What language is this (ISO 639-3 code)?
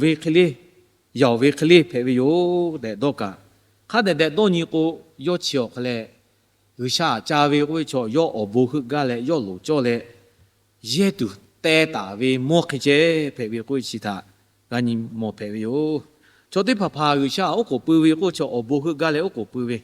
lhu